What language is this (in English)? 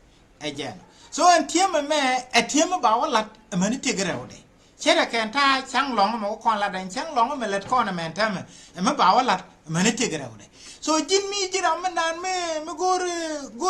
Nuer